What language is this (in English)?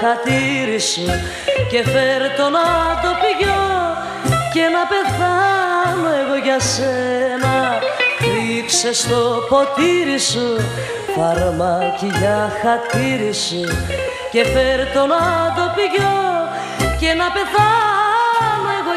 Greek